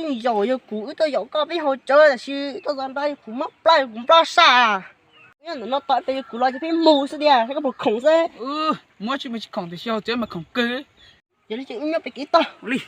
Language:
Hmong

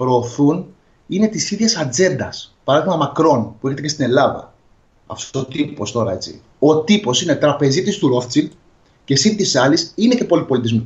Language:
Greek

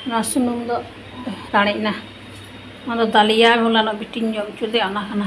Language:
Santali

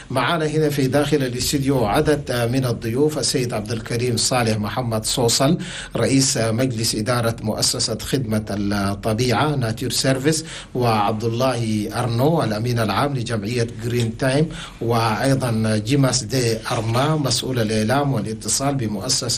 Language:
Chadian Arabic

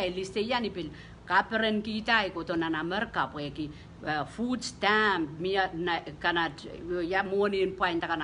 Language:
Pohnpeian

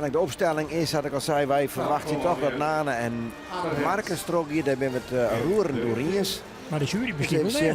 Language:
Western Frisian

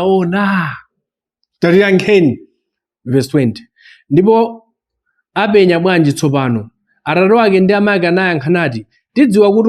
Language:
Nyanja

